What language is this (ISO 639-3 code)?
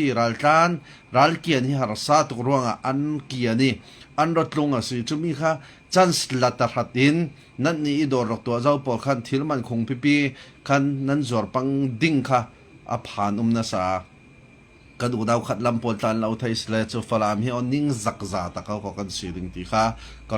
cfm